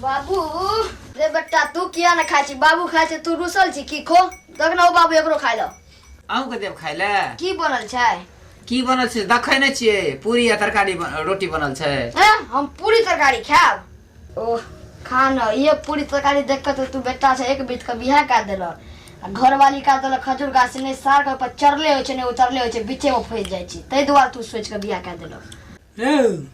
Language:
Maithili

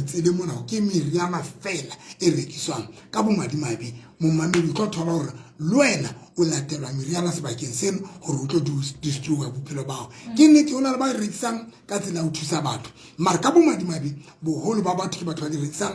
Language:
Southern Sotho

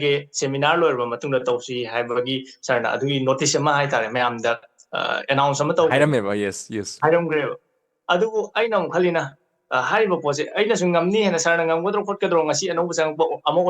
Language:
Manipuri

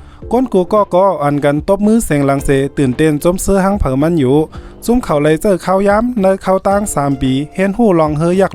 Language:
Shan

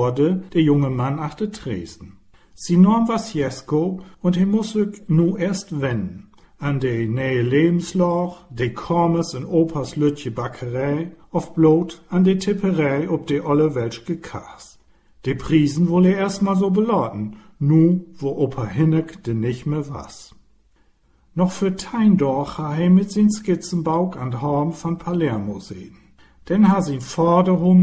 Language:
Low German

